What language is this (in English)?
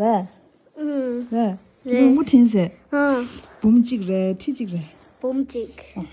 Tibetan